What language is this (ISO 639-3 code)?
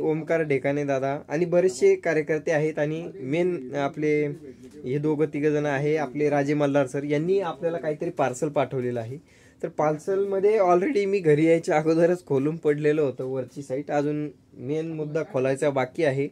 mar